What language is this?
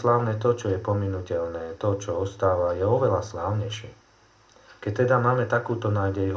Slovak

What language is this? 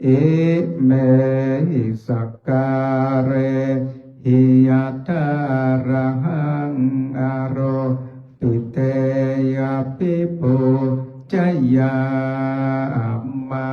Pali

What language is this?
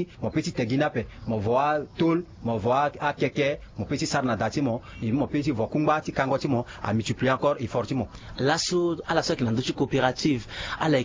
Sango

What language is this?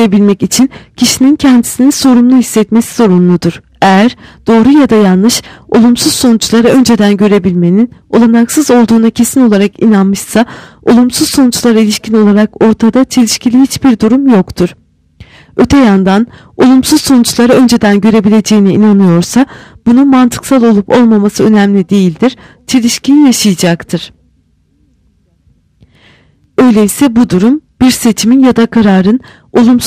Turkish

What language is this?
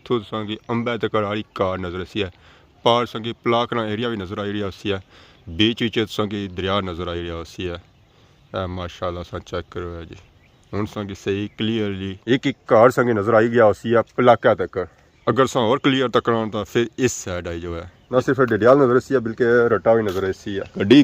Pahari-Potwari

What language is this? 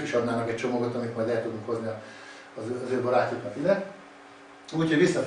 Hungarian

